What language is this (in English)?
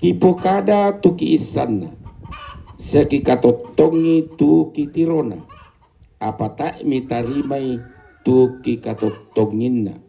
Toraja-Sa'dan